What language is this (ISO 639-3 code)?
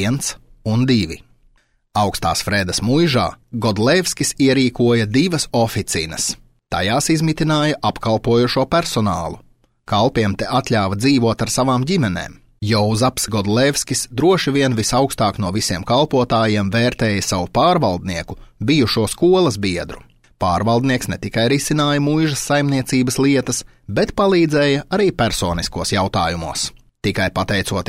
lav